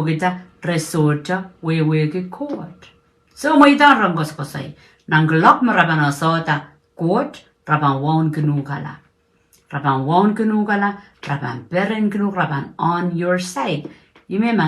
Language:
Pohnpeian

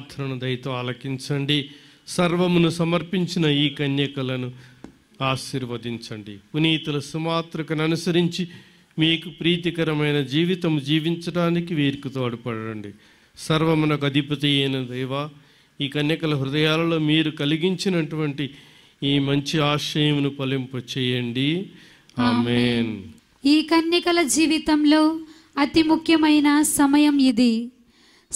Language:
Telugu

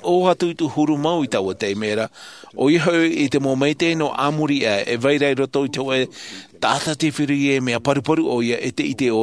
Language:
Tahitian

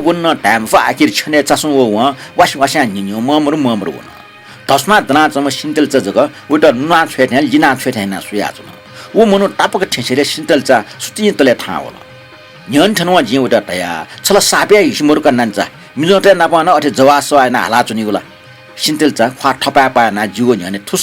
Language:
Newari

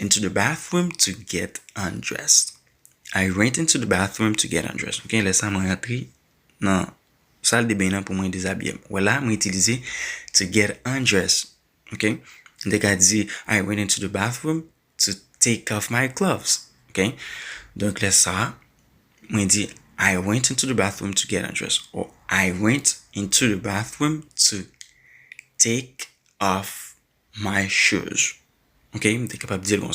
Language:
Haitian Creole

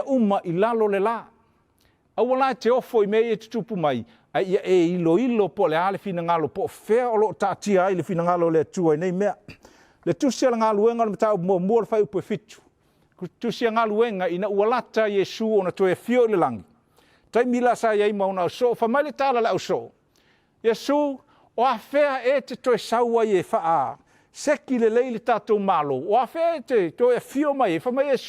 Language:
Samoan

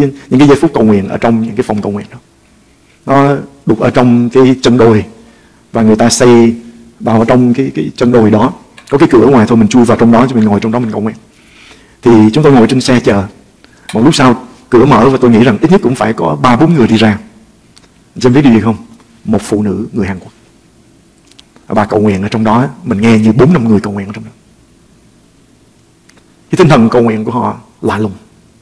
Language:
Vietnamese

